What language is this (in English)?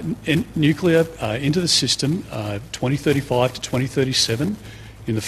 Macedonian